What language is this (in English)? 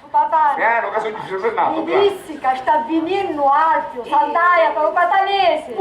Sicilian